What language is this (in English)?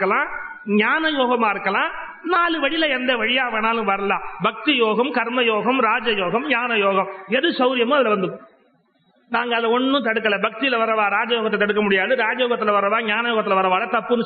Tamil